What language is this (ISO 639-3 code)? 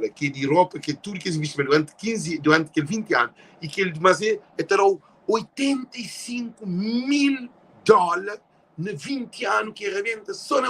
kea